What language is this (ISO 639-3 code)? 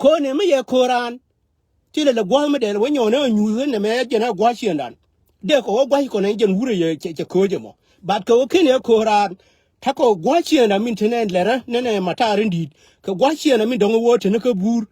nus